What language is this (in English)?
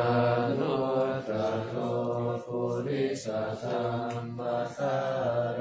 Pali